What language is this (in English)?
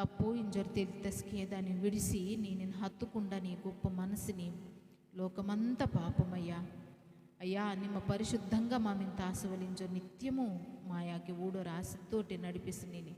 Koya